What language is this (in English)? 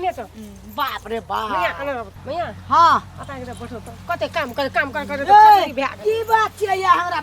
Maithili